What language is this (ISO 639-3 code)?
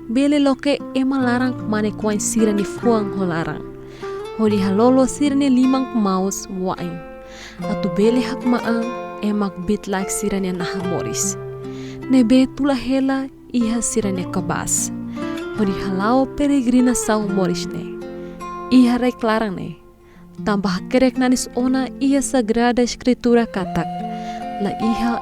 tet